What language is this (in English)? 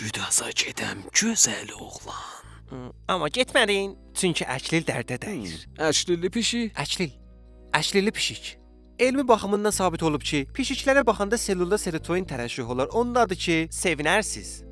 South Azerbaijani